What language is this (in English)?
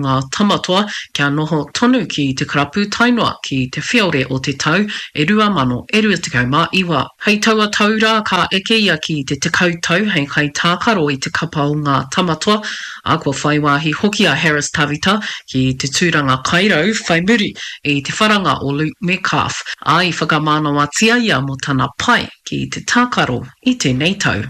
Māori